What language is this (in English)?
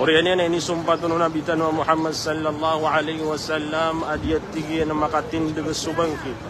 Maranao